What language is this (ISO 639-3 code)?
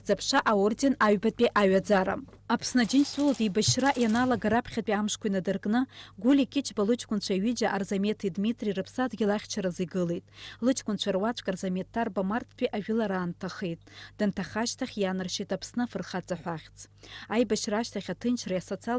abk